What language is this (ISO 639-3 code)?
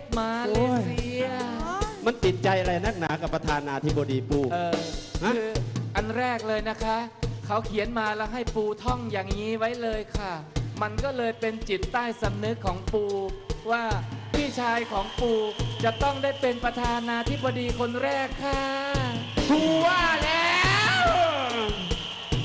tha